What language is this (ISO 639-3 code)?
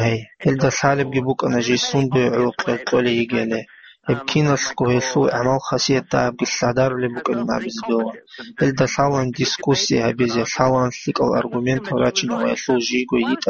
ava